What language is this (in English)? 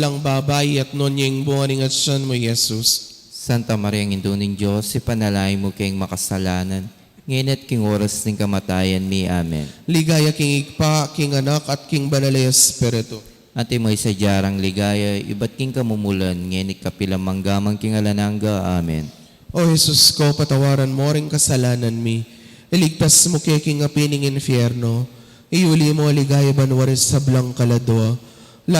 Pampanga